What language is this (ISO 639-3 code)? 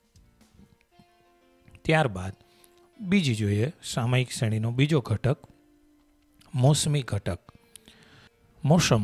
guj